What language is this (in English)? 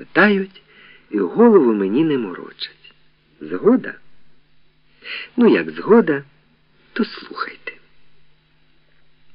Ukrainian